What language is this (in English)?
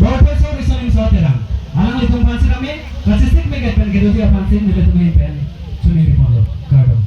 Karbi